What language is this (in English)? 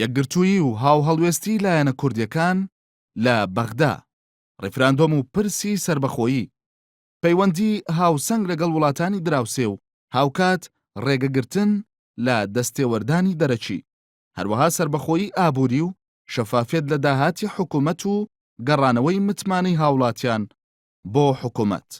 Central Kurdish